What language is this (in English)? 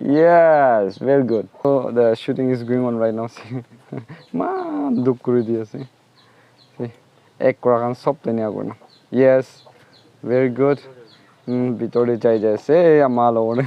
Naga Pidgin